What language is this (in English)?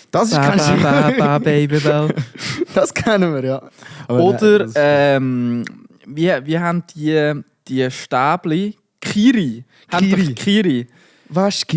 Swiss German